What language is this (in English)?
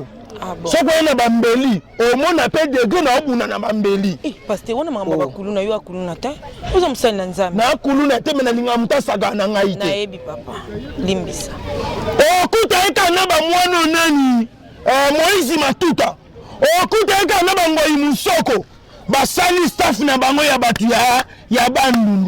Lingala